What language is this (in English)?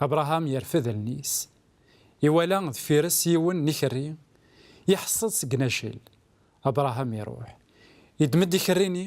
Kabyle